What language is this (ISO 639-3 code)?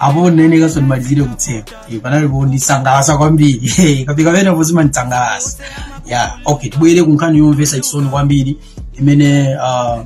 nya